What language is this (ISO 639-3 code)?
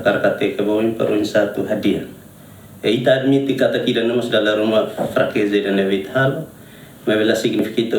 tet